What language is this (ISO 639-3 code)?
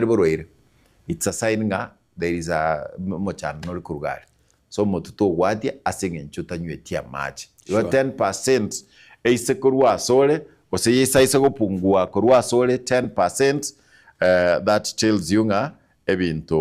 guz